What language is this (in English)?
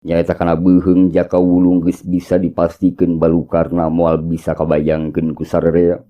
Sundanese